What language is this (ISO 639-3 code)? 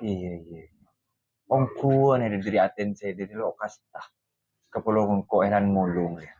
mad